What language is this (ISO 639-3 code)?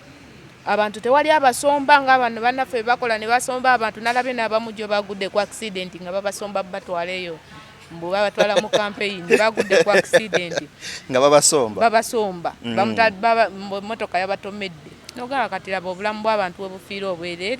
lug